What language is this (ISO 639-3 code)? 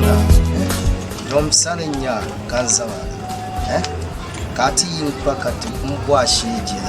dag